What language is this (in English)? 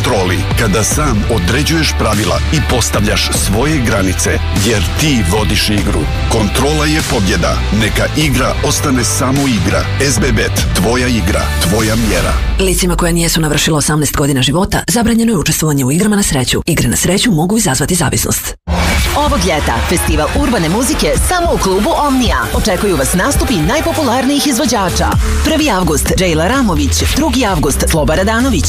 Serbian